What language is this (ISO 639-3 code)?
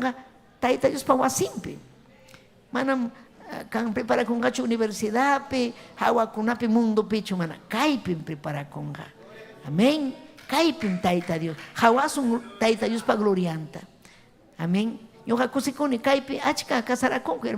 quy